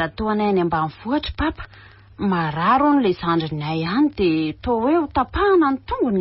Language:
Malagasy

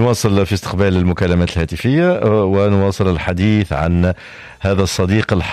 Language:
Tunisian Arabic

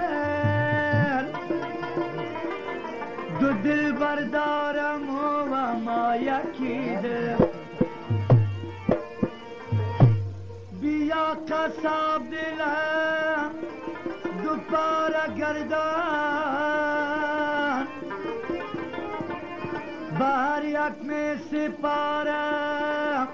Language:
Persian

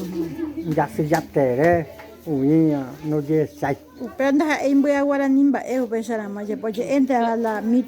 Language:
Guarani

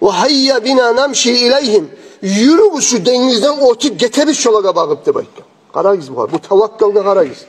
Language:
Kumyk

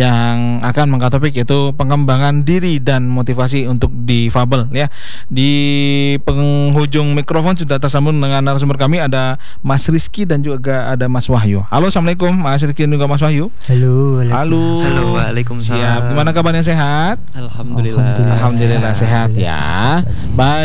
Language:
Indonesian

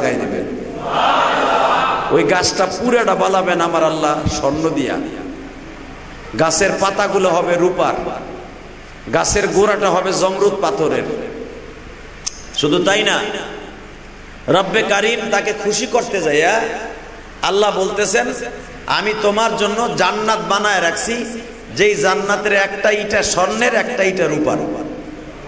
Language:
Bangla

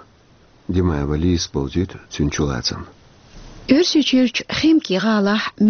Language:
Chechen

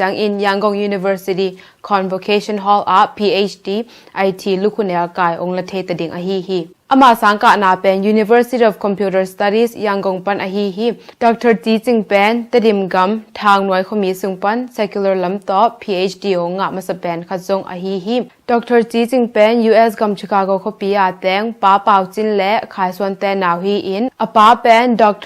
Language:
Tedim Chin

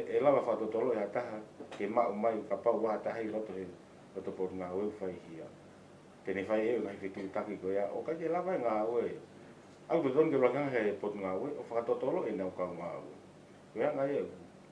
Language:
Tongan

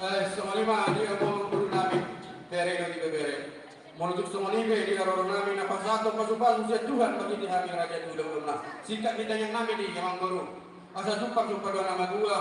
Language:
Batak Toba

